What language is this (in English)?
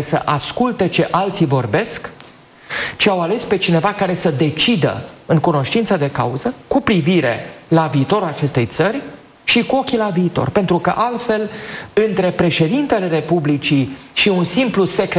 Romanian